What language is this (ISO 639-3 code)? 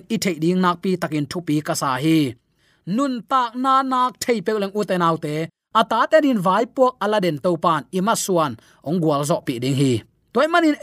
ctd